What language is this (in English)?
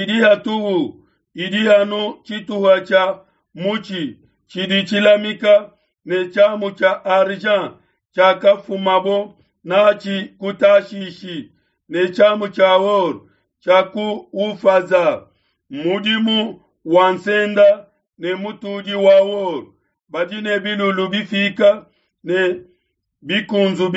Luba-Lulua